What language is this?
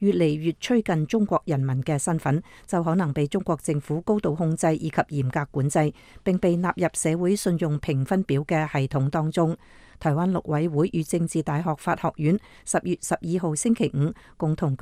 Cantonese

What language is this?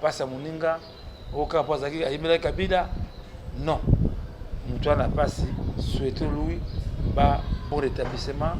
Lingala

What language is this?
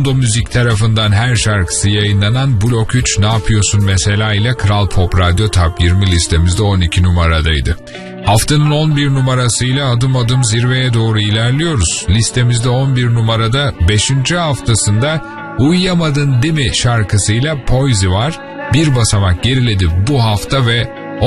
Turkish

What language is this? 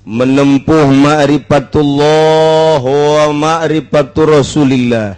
Sundanese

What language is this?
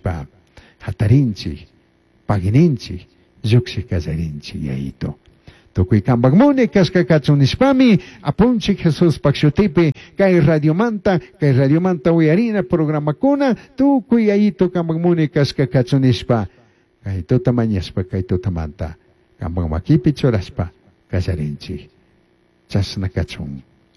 Chimborazo Highland Quichua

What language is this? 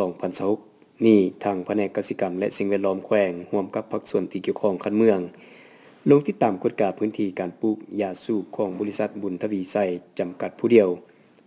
Lao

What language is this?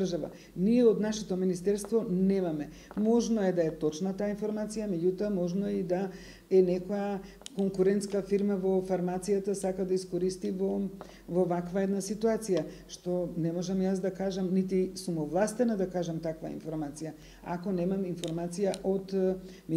Macedonian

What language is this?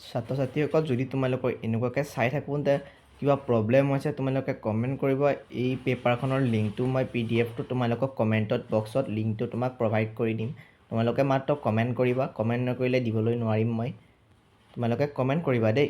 Assamese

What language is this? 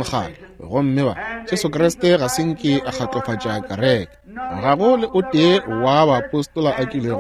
Northern Sotho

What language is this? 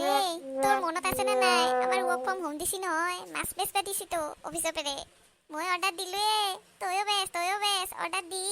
Assamese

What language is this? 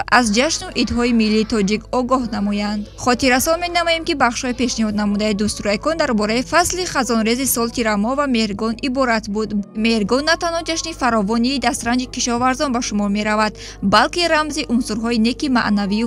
Tajik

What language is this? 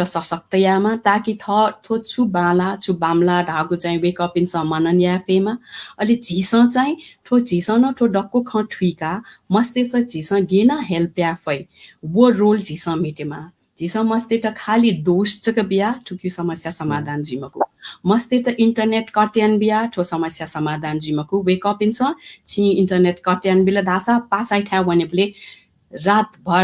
Newari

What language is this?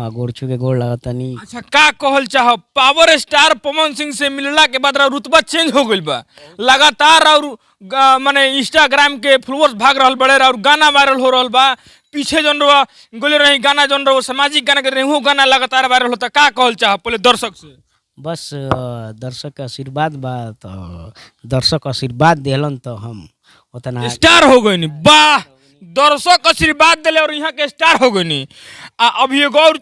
Bhojpuri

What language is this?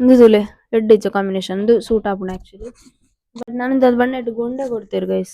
Tulu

